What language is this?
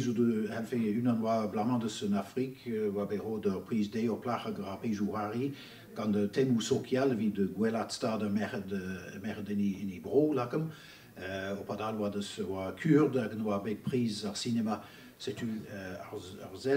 Breton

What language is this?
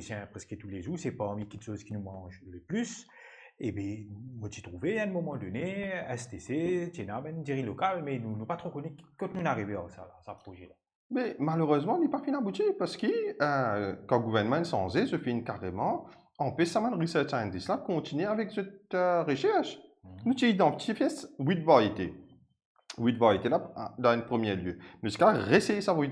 Morisyen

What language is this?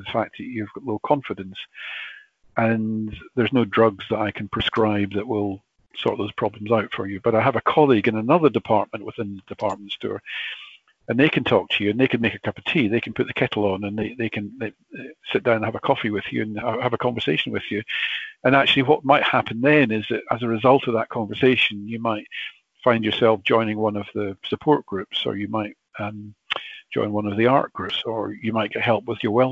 English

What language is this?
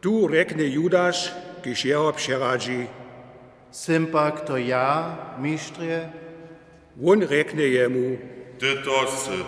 Upper Sorbian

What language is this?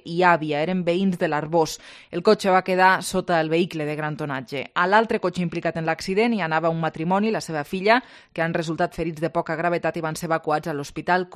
Catalan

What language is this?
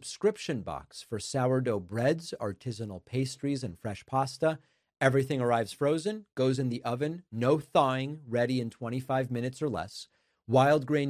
English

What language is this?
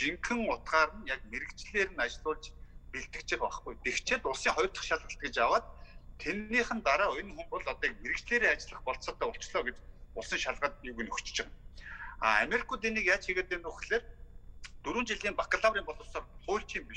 Mongolian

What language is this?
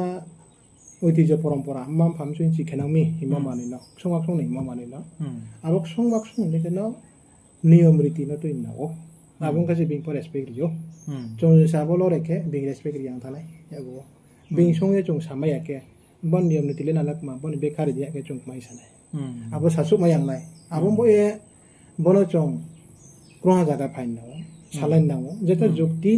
Riang (India)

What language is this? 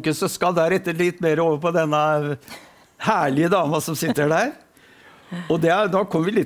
Norwegian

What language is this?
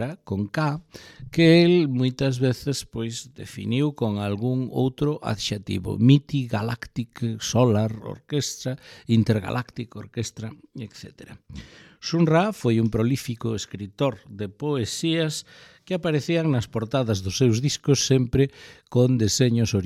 Galician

